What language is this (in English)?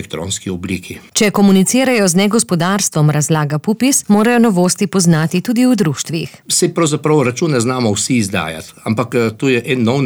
Slovenian